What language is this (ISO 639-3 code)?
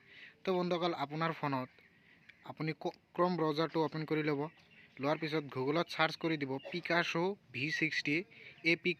asm